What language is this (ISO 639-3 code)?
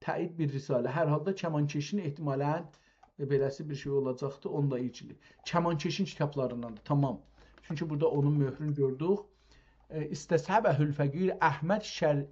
azb